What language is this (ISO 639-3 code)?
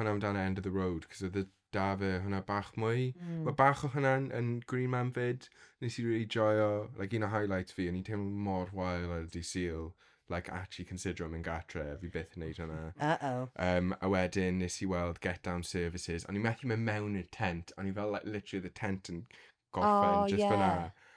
cym